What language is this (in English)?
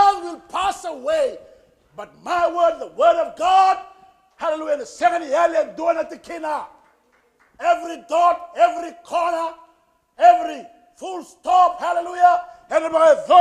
Fijian